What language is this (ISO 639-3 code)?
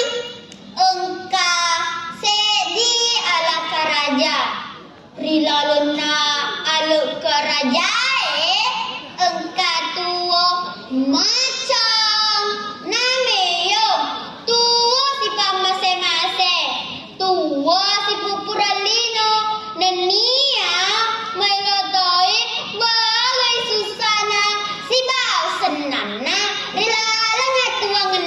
bug